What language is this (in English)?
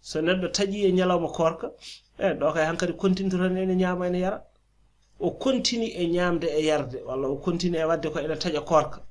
Fula